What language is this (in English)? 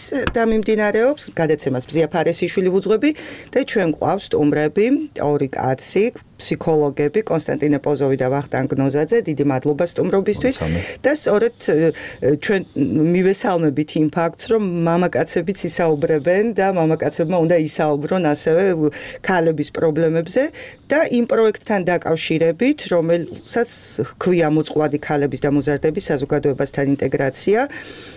Georgian